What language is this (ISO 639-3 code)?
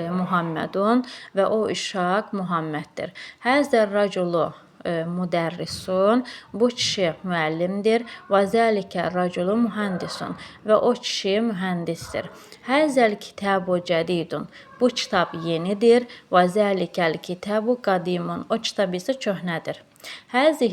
aze